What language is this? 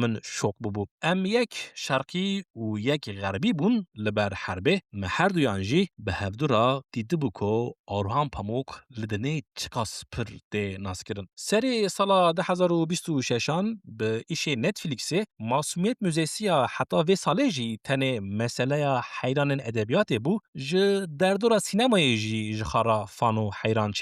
Kurdish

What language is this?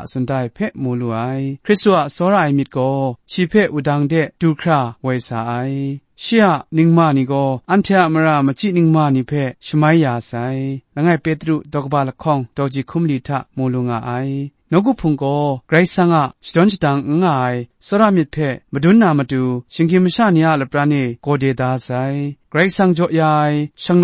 Kachin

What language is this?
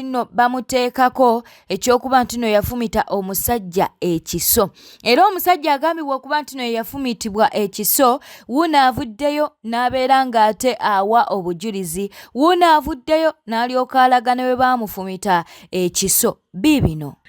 Ganda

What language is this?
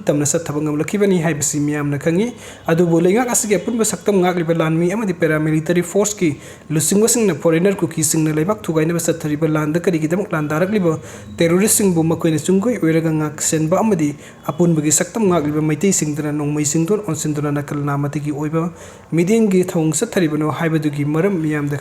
Manipuri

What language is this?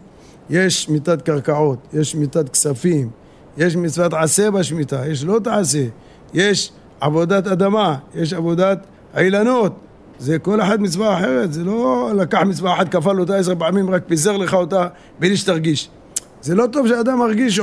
Hebrew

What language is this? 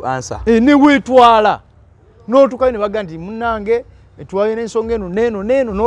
Ganda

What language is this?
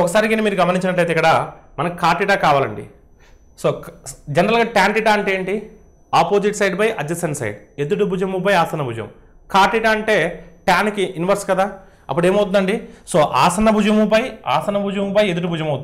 Telugu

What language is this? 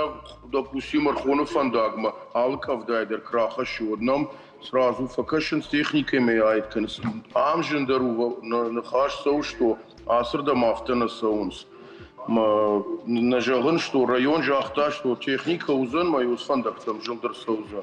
Ossetic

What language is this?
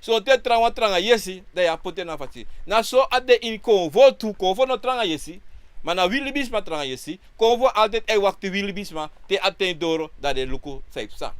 Sranan Tongo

